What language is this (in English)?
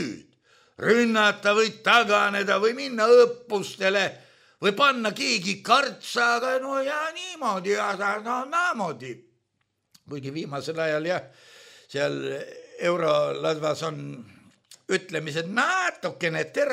Estonian